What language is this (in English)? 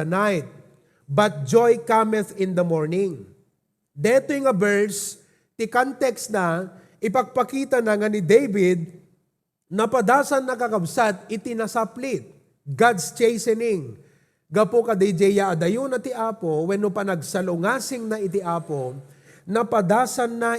Iloko